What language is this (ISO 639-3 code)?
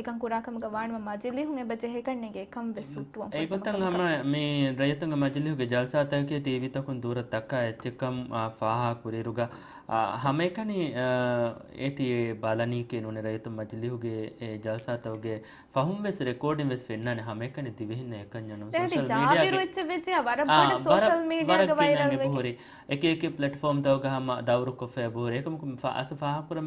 div